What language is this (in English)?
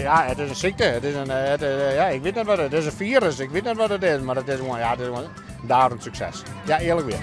Western Frisian